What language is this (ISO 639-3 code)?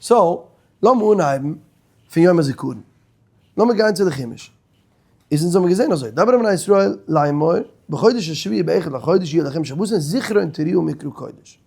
yid